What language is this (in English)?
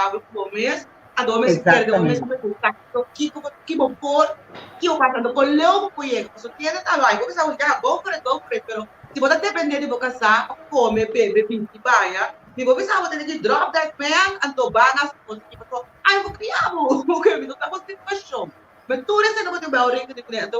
Papiamento